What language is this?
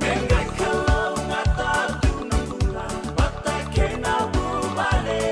Fijian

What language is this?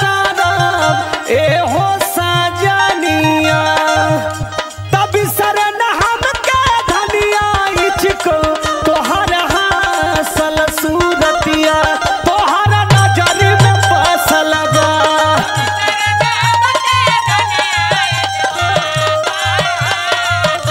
Bhojpuri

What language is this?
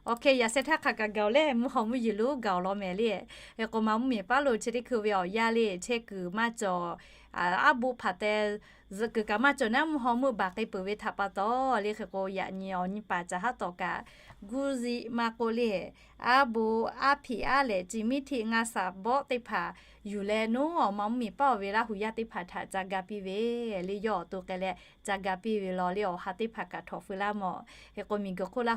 Lahu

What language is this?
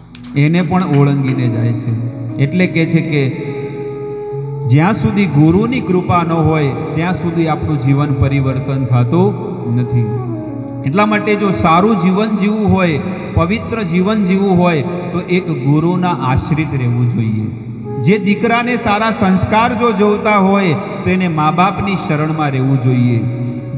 Gujarati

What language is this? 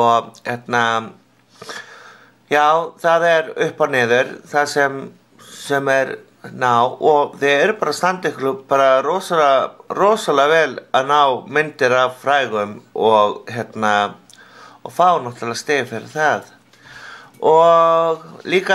Icelandic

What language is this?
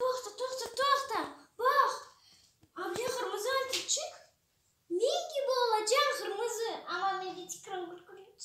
Crimean Tatar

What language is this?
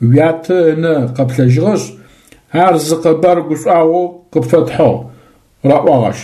Adyghe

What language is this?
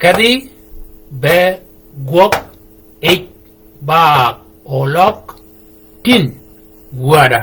Shilluk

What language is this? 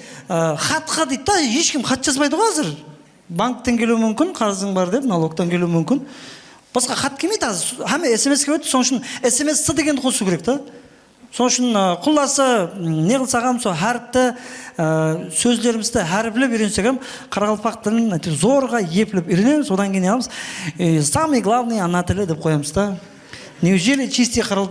Kara-Kalpak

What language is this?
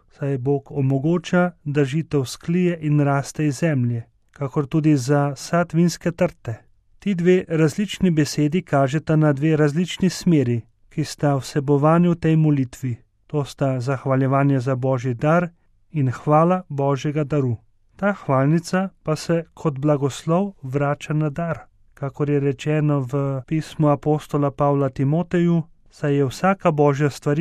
Slovenian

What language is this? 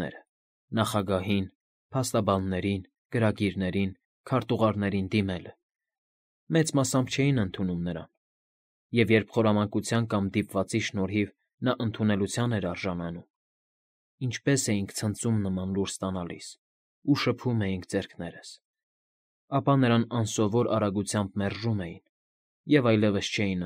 Armenian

